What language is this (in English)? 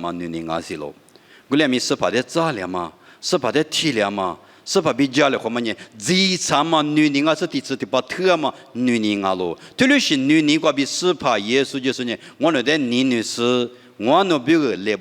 Lisu